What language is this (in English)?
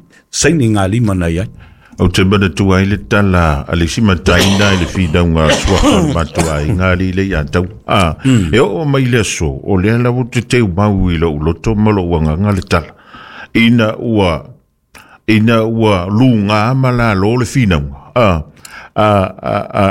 Samoan